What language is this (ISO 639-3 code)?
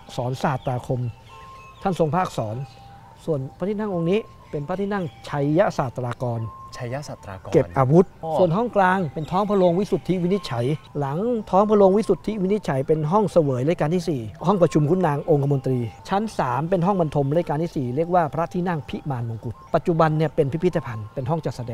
tha